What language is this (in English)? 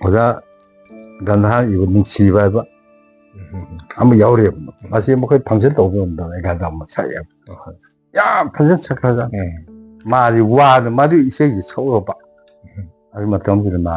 Manipuri